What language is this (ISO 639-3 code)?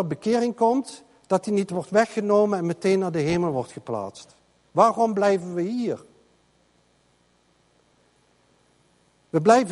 nld